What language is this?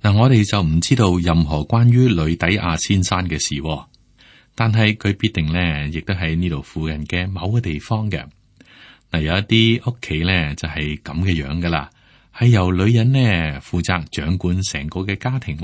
Cantonese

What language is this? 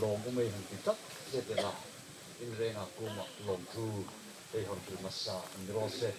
Hmar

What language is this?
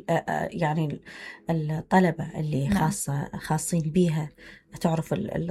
Mesopotamian Arabic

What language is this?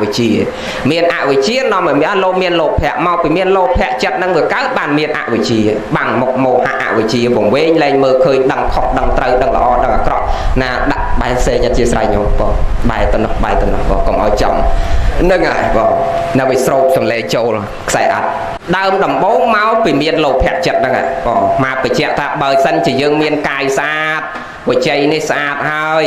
Khmer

